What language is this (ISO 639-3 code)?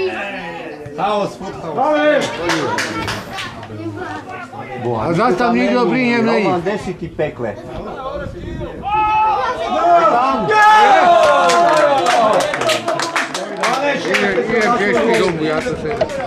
slk